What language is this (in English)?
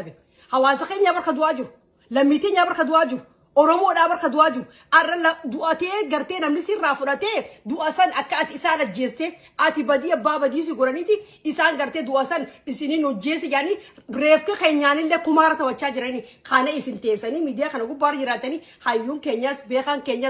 Oromo